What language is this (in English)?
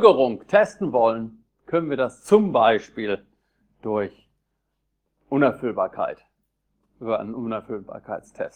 German